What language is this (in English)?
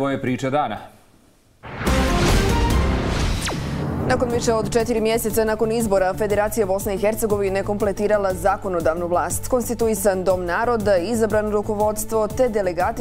Bosnian